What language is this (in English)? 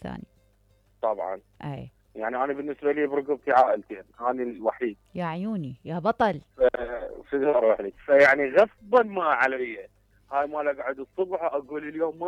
Mesopotamian Arabic